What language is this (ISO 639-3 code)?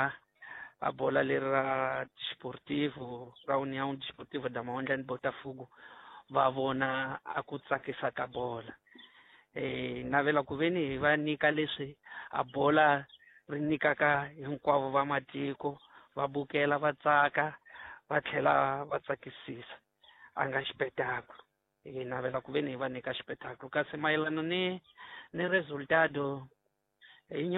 tso